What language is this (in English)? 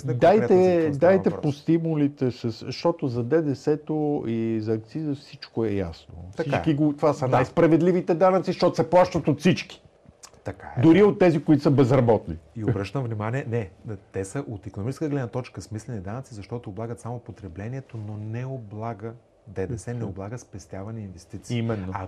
Bulgarian